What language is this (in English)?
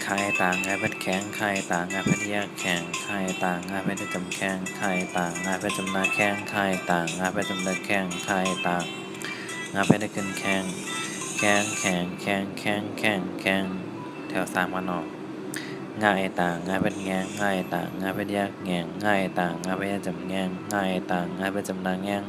Shan